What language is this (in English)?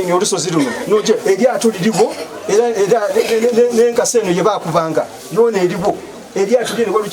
Soga